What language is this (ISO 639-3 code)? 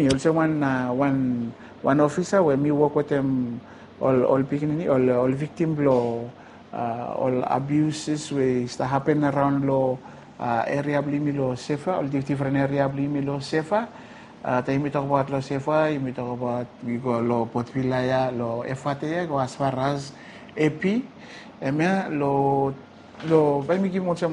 bis